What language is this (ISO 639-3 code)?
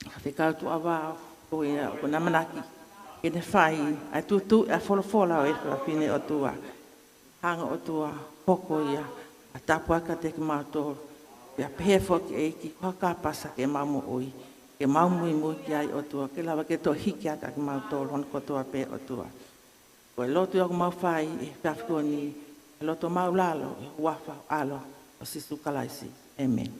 ton